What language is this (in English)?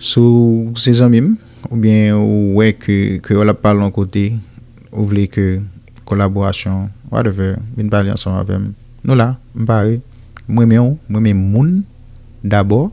Haitian Creole